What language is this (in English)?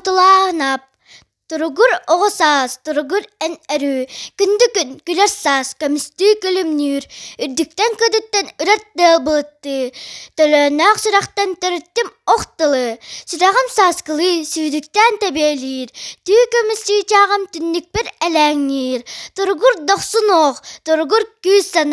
Yakut